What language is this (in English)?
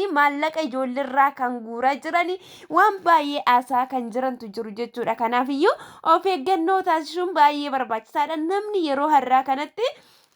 Oromo